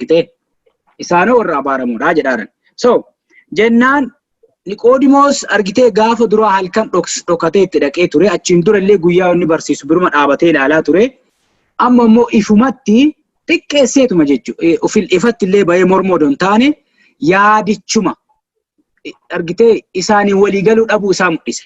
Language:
Oromo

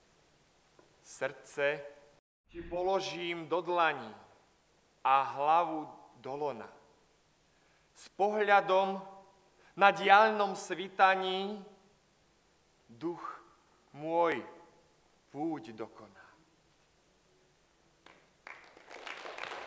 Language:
Slovak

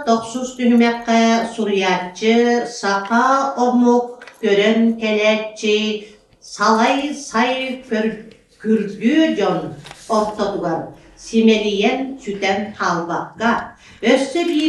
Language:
Yakut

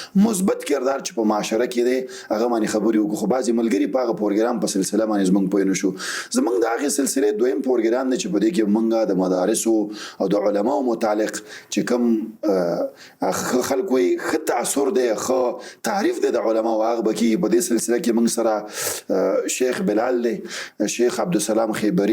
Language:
Pashto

